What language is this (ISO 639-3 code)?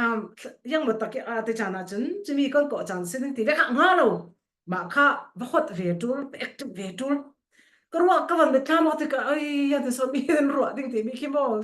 cfm